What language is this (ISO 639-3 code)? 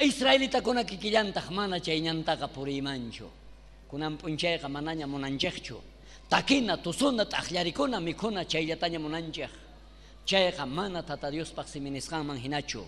quh